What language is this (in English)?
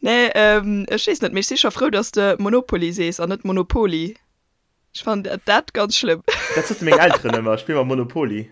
Luxembourgish